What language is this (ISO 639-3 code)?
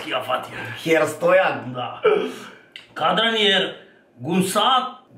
mkd